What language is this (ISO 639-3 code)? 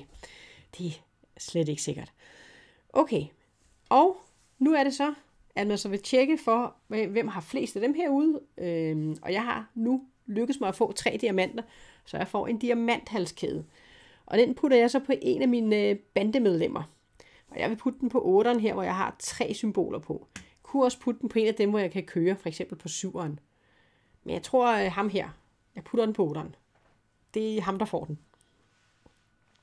dan